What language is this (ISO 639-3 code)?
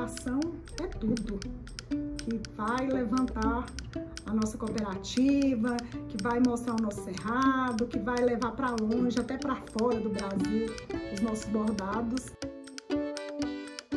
por